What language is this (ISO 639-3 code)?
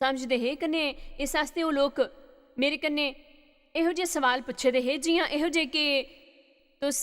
doi